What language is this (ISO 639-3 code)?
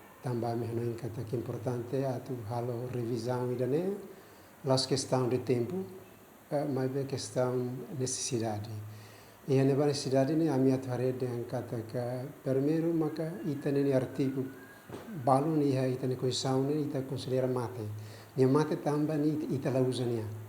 tet